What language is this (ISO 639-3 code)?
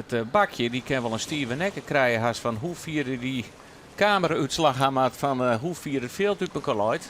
fry